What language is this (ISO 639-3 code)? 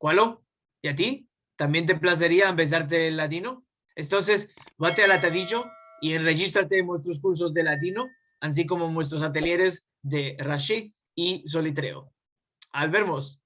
lad